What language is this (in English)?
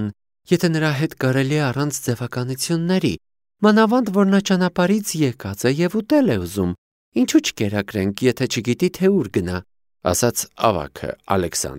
Armenian